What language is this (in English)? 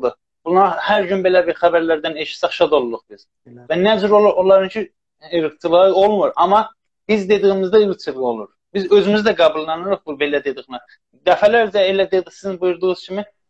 South Azerbaijani